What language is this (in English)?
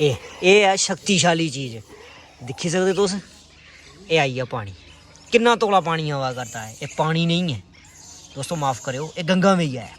Dogri